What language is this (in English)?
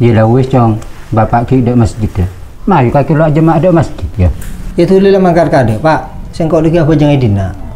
Madurese